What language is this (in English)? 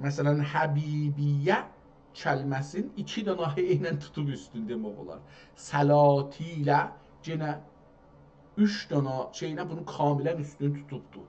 South Azerbaijani